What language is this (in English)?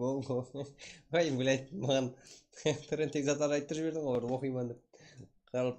Kara-Kalpak